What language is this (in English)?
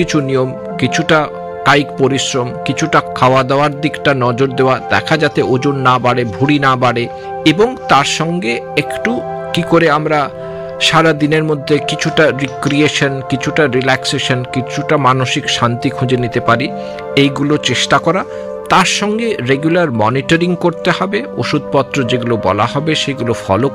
Bangla